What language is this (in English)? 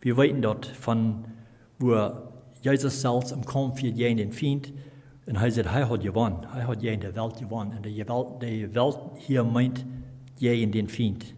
Plautdietsch